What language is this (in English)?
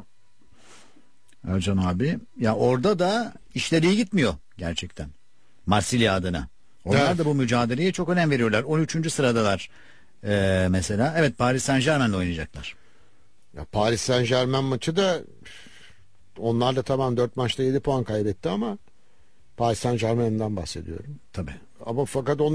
Turkish